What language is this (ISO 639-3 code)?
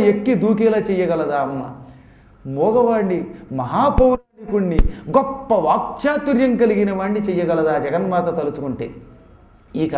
tel